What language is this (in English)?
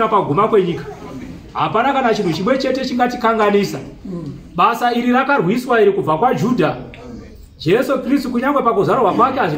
Shona